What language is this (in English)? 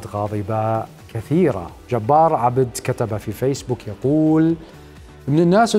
Arabic